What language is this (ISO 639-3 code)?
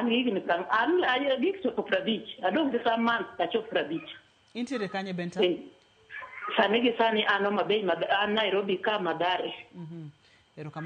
luo